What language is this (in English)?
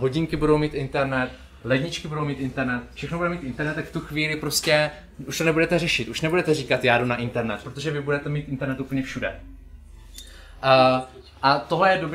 Czech